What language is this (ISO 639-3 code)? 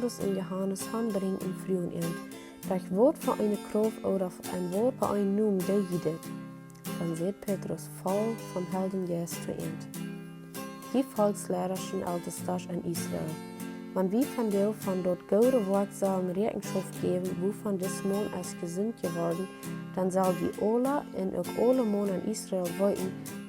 pdt